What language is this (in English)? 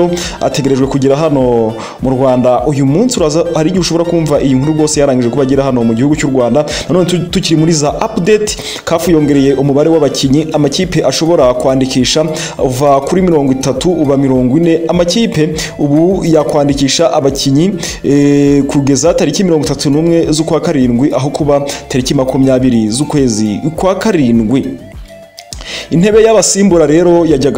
Kinyarwanda